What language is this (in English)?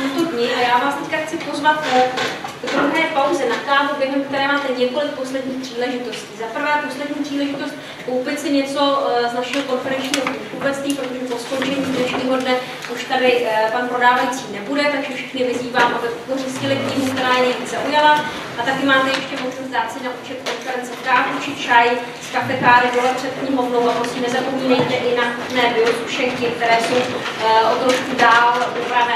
Czech